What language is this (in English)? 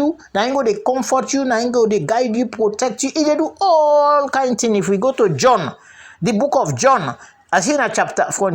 Krio